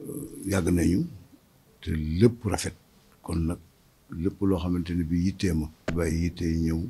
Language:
Wolof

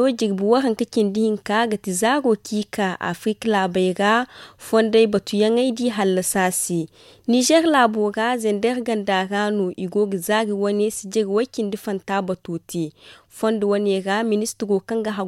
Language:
Zarma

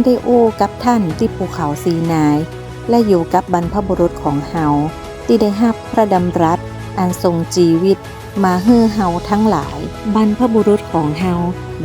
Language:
Northern Thai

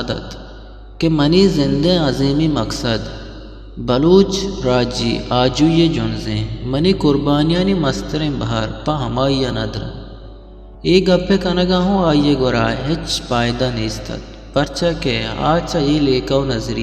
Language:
Eastern Balochi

